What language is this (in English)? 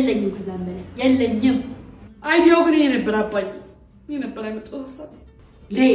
Amharic